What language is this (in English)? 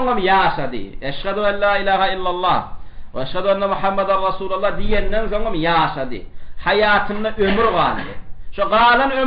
Turkmen